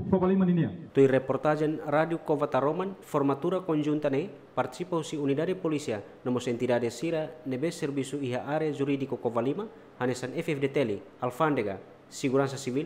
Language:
Tetum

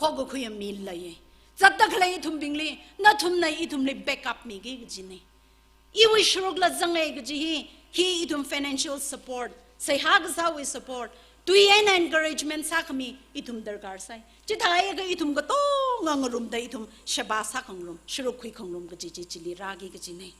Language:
Tangkhul Naga (India)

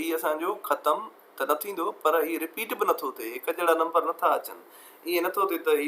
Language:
Sindhi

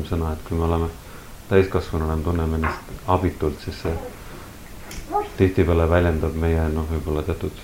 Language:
Estonian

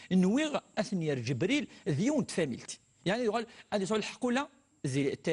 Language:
Kabyle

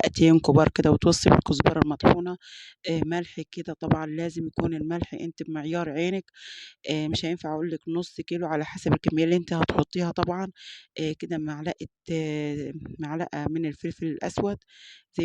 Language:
Egyptian Arabic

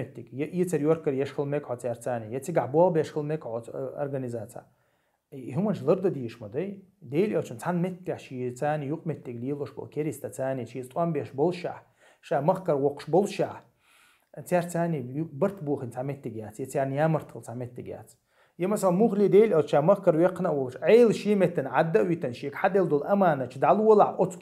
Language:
Chechen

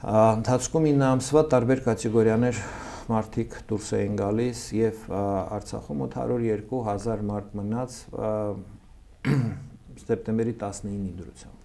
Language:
Armenian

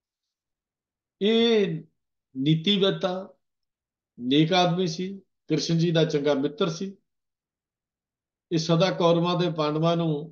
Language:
Punjabi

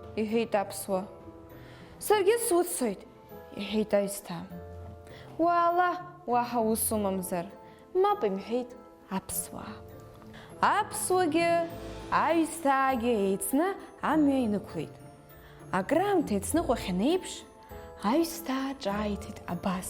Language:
Abkhazian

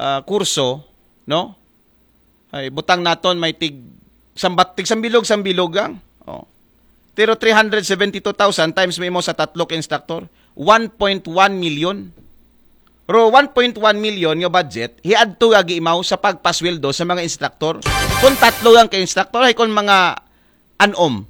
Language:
Aklanon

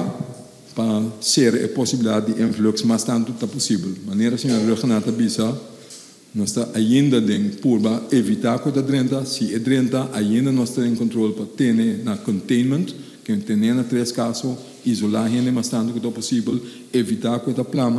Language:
Papiamento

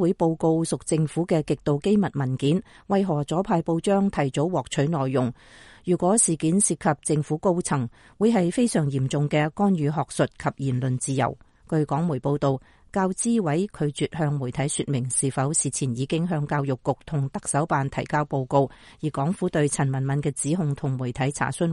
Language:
Cantonese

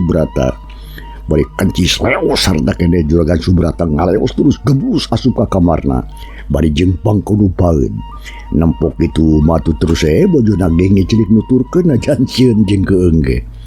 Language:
Sundanese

